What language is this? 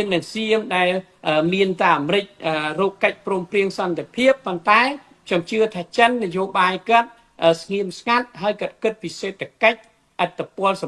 Khmer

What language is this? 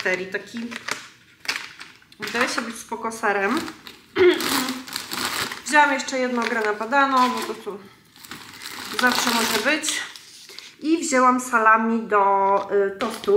Polish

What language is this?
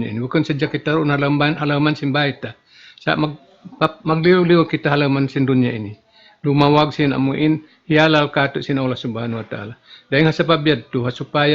Tausug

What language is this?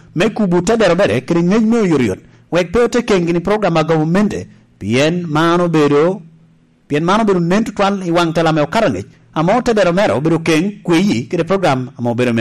Lango (Uganda)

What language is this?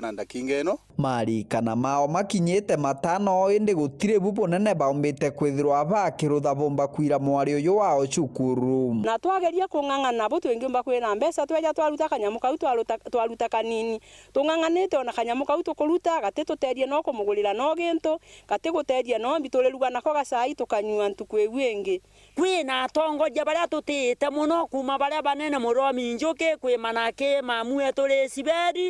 Meru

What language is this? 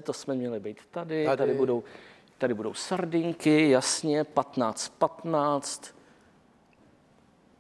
Czech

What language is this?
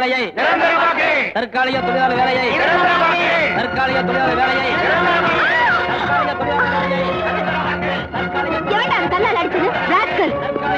Tamil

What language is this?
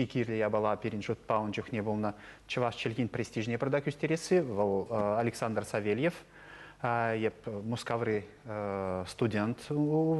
Chuvash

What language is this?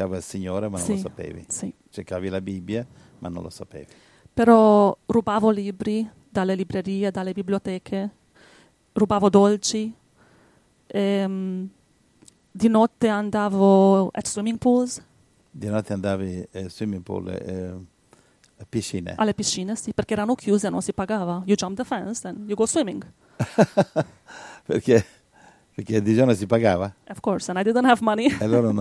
Italian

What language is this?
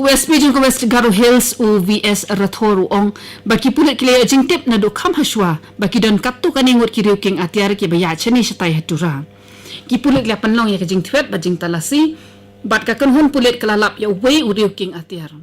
Khasi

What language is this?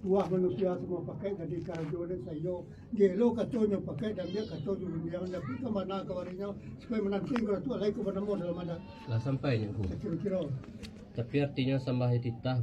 Minangkabau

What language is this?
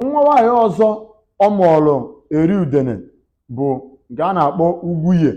Igbo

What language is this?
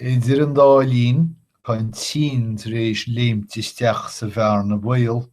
Irish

